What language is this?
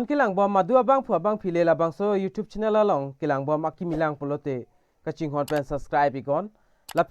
Karbi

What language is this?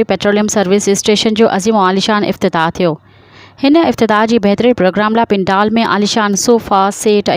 Sindhi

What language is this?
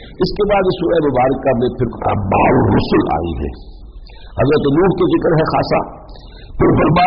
Urdu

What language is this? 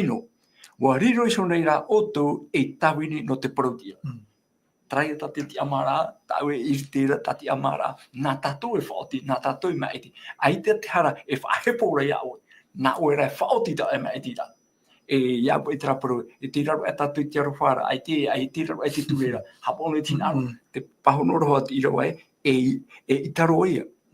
Tahitian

